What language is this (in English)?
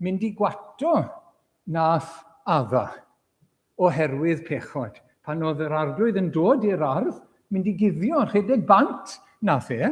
Welsh